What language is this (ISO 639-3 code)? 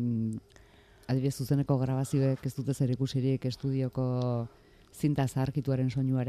eus